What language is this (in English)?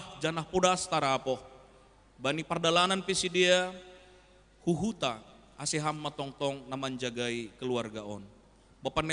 Batak Simalungun